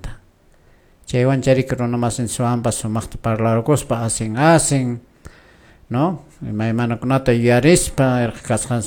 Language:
Quechua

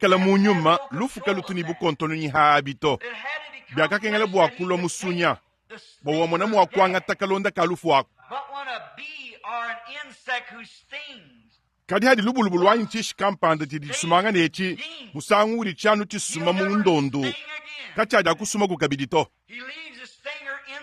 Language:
Luba-Lulua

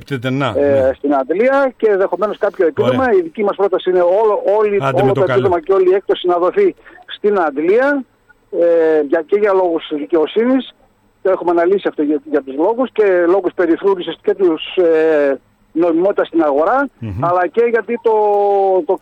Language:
Greek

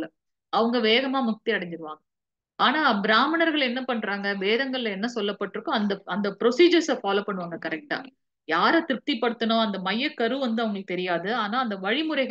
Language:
Tamil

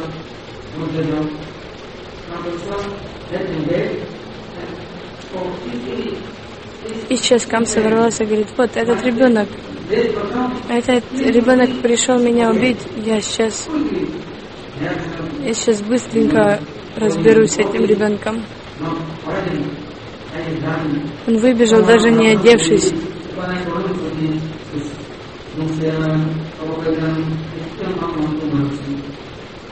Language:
Russian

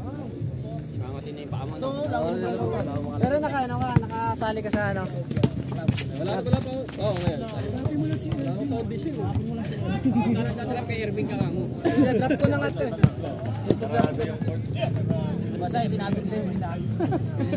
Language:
Filipino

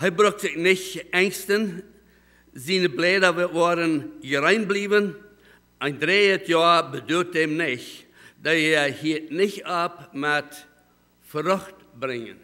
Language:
Plautdietsch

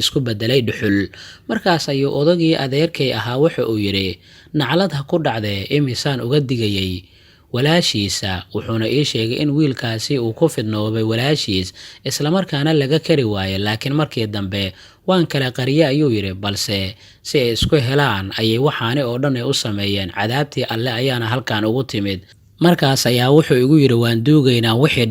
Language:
Somali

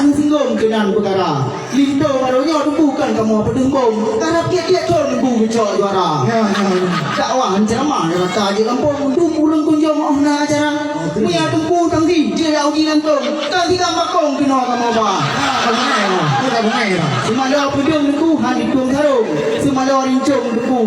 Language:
Achinese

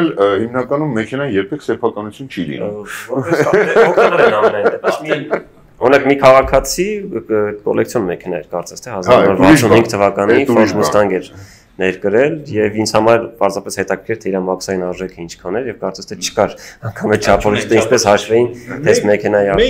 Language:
Armenian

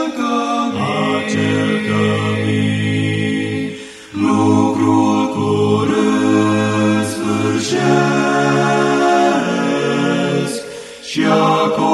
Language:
Romanian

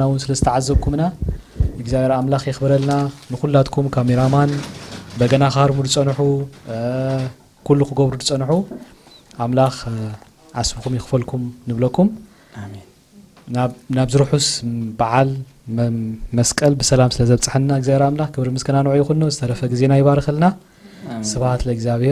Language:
Tigrinya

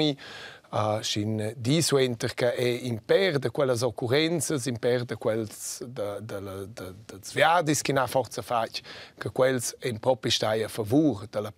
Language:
Romansh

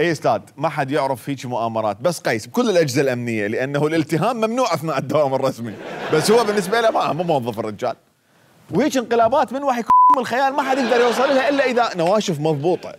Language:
Mesopotamian Arabic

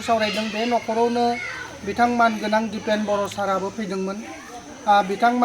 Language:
Bodo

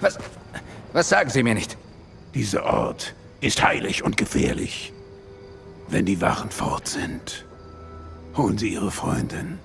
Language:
Bavarian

